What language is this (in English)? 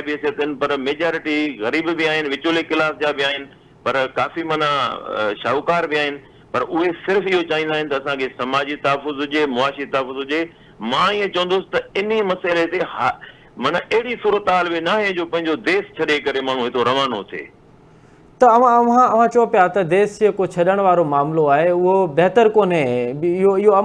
Sindhi